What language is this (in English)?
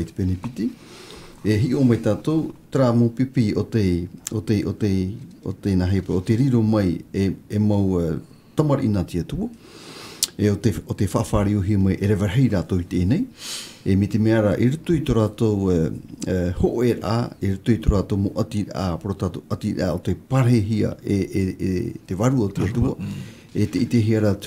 Tahitian